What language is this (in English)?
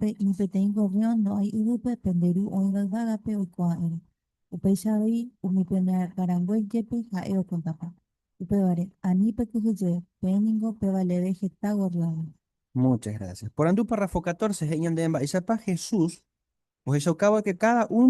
Guarani